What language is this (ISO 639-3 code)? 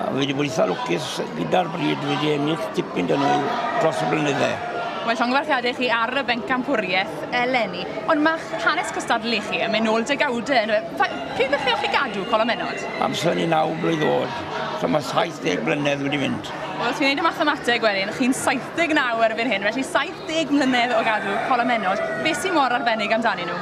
cym